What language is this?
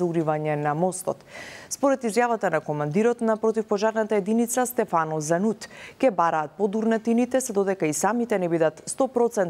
Macedonian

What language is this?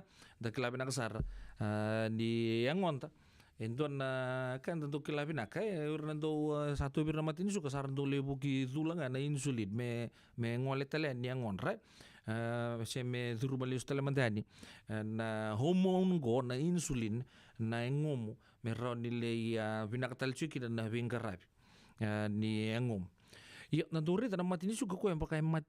Fijian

